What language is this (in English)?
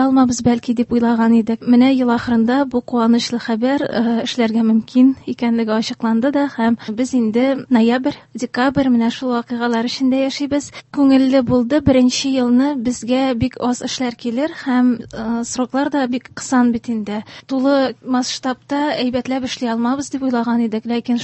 Tatar